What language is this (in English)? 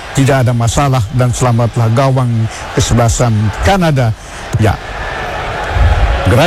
Indonesian